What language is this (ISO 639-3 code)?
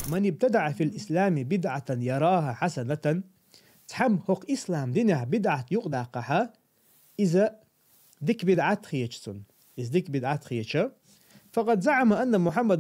che